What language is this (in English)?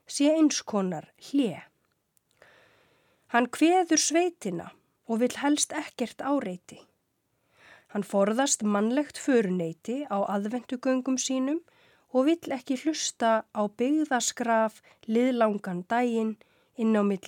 Icelandic